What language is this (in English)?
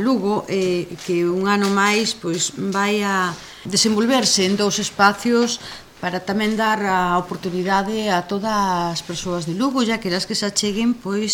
Galician